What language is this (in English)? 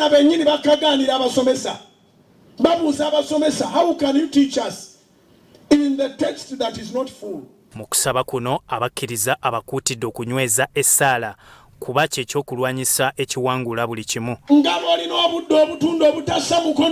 Ganda